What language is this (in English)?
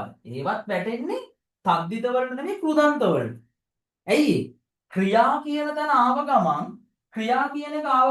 Sinhala